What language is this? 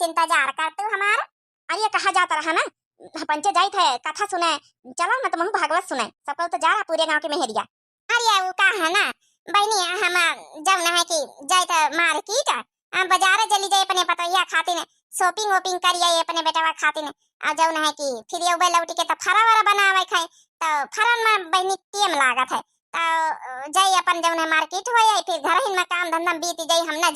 Awadhi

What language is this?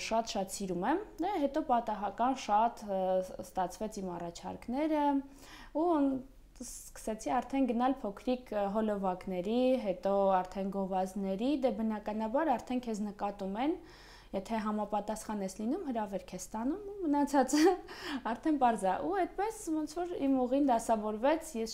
Armenian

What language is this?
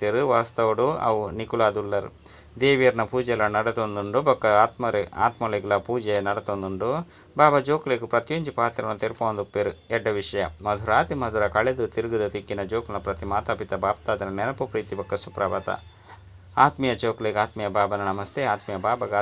Tulu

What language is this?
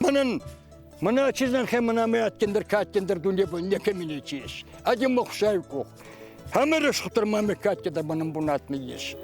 Ossetic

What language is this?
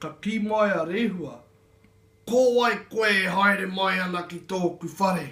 Māori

